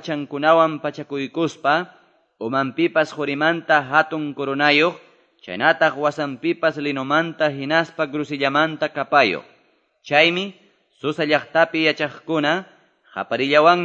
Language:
Quechua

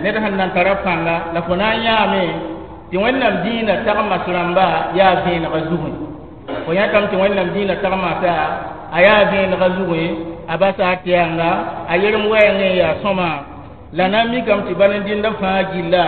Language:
Mossi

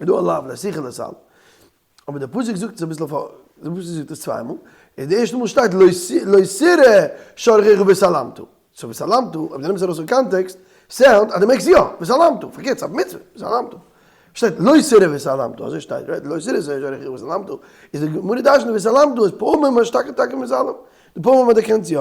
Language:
Yiddish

